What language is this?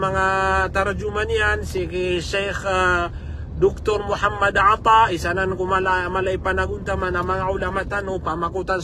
Maranao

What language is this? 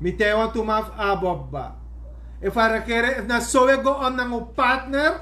Sranan Tongo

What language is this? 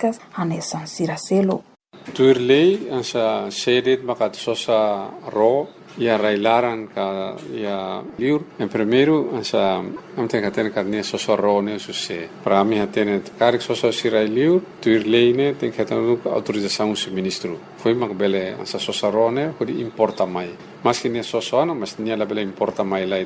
Tetum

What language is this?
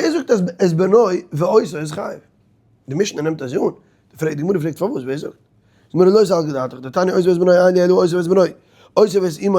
Yiddish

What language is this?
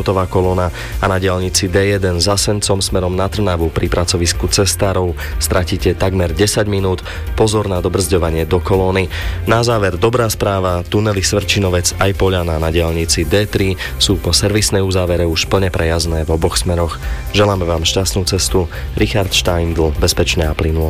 Slovak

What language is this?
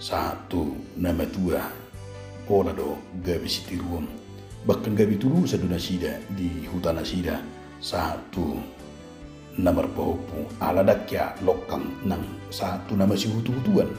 Batak Toba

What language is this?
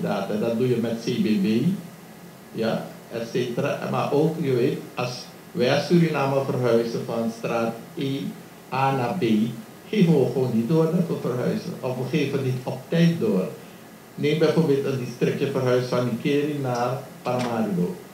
Dutch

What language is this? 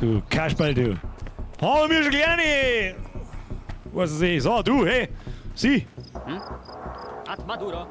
Bavarian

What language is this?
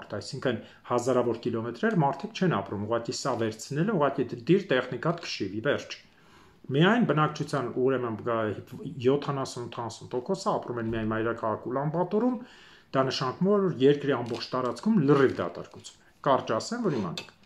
Armenian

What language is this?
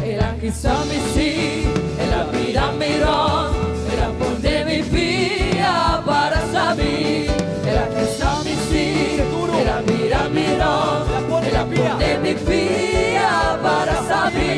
Papiamento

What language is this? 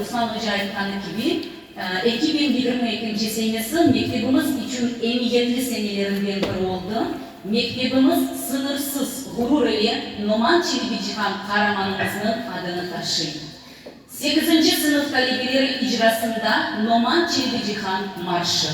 Crimean Tatar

